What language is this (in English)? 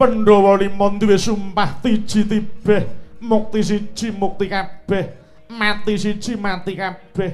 Javanese